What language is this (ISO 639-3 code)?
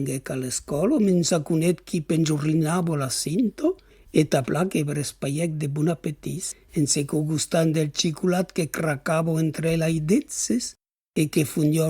oci